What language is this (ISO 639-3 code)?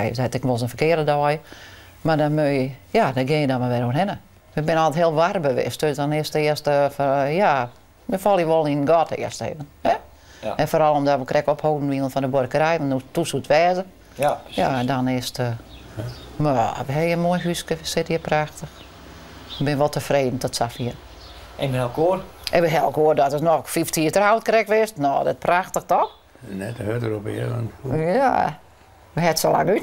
fry